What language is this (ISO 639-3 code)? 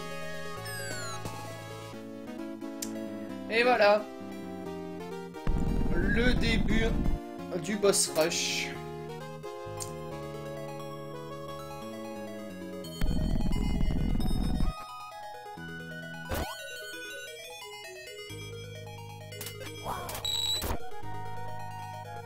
fra